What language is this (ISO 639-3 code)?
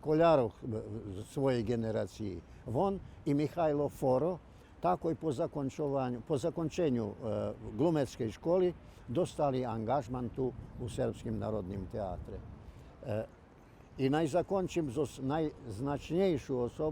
rue